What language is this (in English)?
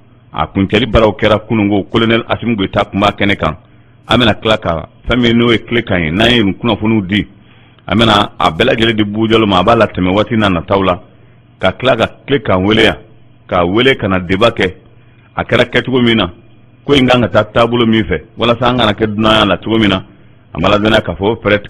Bambara